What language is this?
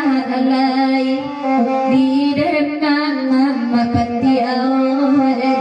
Minangkabau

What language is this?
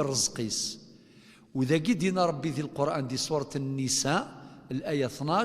Kabyle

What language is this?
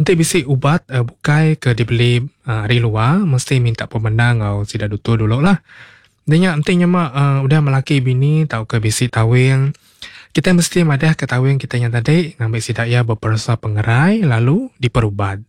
Iban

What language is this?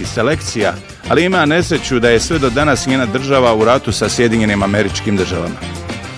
Bosnian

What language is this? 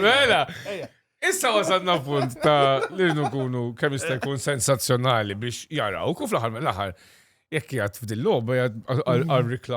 Maltese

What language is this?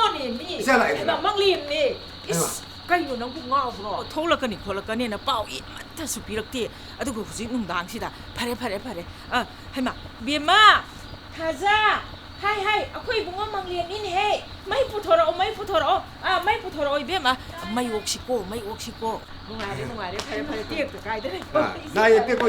Manipuri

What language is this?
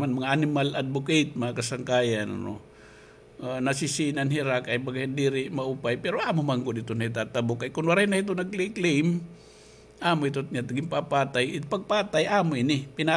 Waray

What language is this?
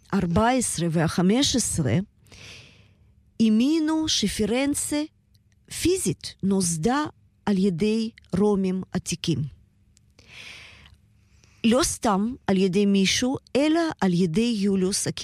Hebrew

